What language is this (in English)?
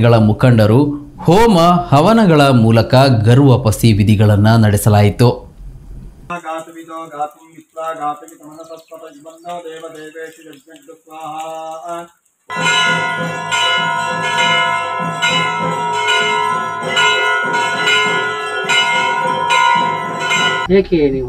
Kannada